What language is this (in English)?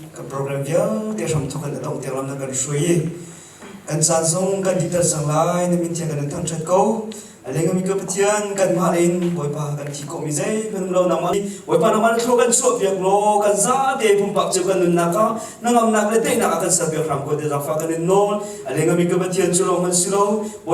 Hakha Chin